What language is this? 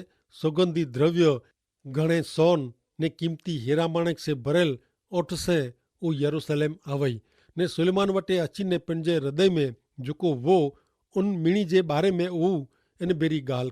Kachhi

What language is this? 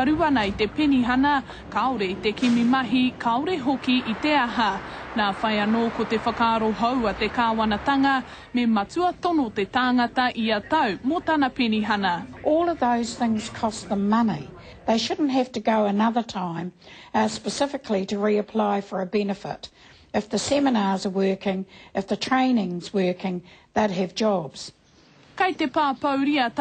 Māori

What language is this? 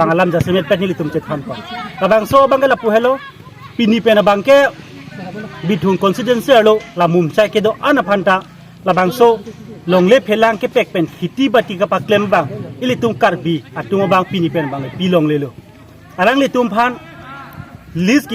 Karbi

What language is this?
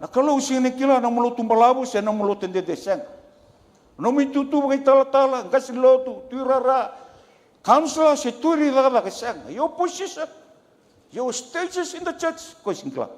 Fijian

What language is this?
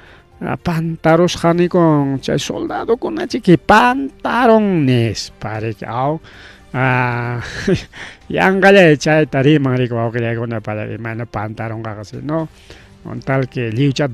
Ayacucho Quechua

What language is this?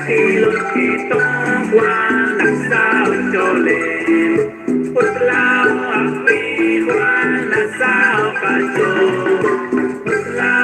Kekchí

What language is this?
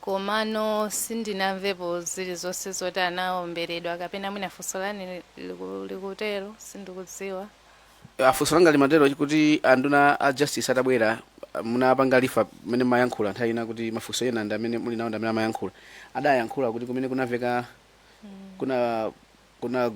Nyanja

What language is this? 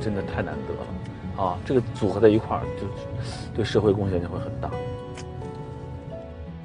Chinese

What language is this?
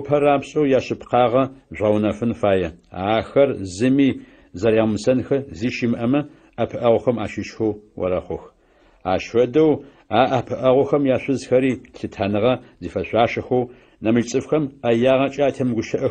Adyghe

